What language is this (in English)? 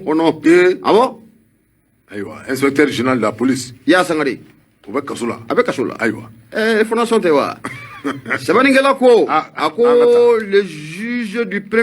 Bambara